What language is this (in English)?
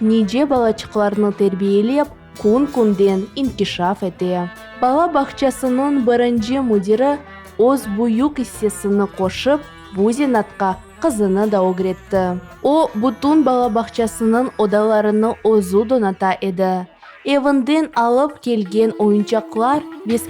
Crimean Tatar